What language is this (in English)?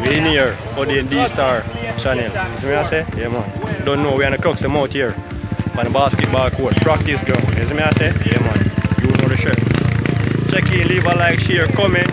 Jamaican Creole English